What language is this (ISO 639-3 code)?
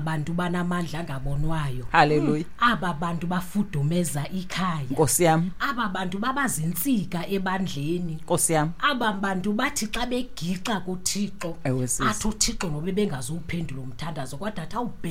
xho